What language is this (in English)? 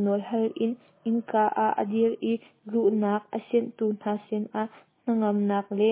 Hakha Chin